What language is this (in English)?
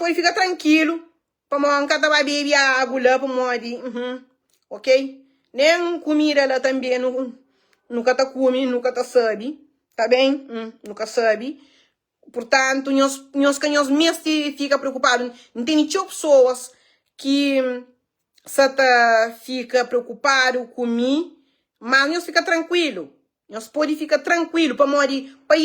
Kabuverdianu